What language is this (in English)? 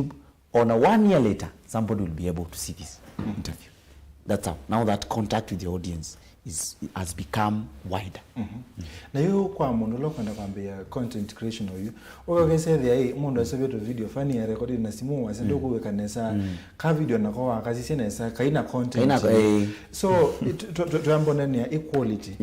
Kamba